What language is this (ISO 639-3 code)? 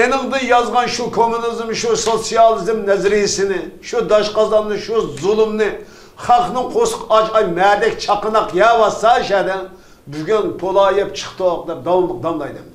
uig